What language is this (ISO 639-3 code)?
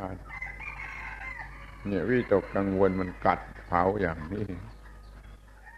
tha